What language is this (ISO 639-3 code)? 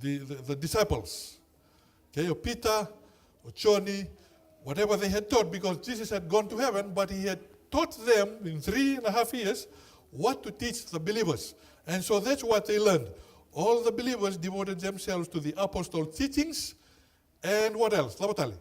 fij